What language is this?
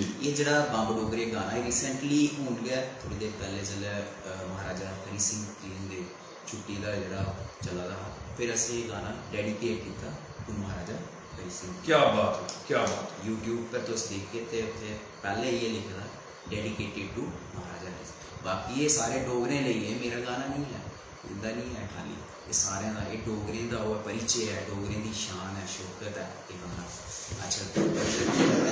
Dogri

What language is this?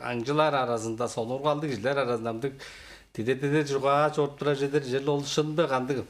Tuvinian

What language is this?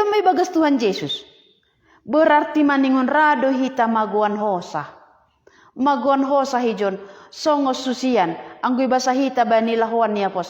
Batak Simalungun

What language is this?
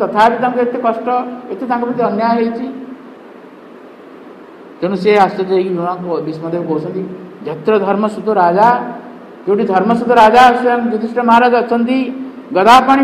Odia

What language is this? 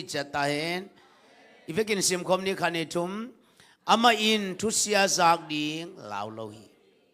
Tedim Chin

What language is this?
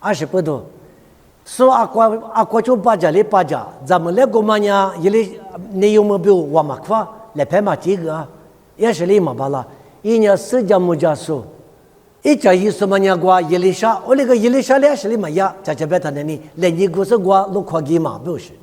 Lisu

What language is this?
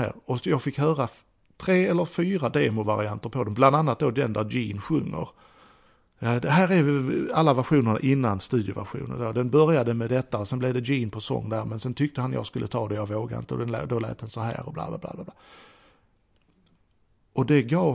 Swedish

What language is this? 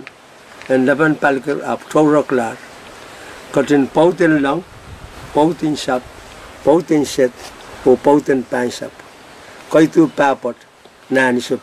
Pohnpeian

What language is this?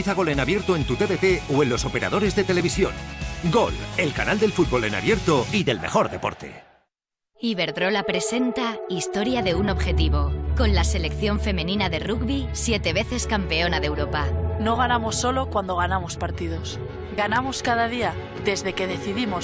Spanish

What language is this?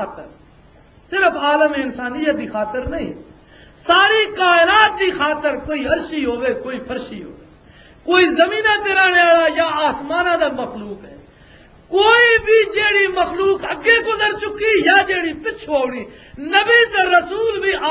Western Panjabi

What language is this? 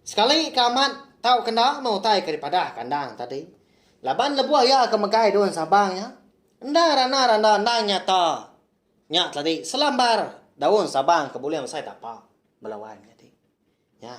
Iban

